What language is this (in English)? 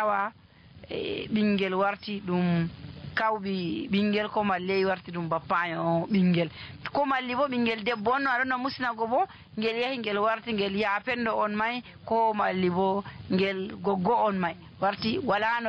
Nigerian Fulfulde